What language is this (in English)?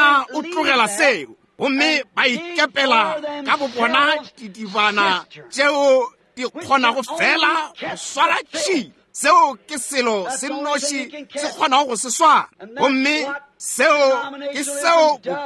Northern Sotho